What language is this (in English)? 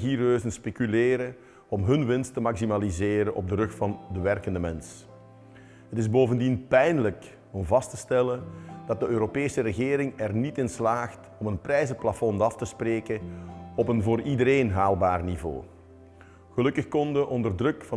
Dutch